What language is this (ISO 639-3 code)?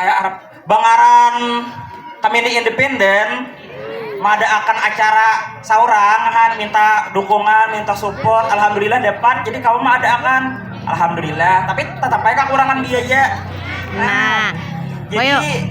bjn